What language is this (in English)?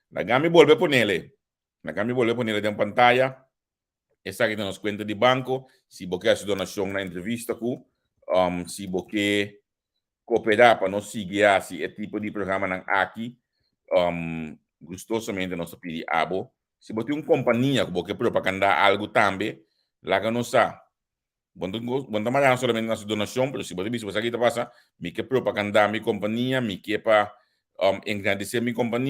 Papiamento